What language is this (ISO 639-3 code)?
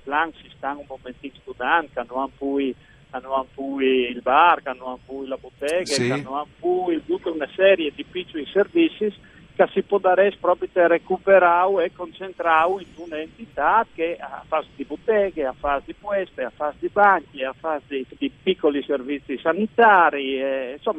fur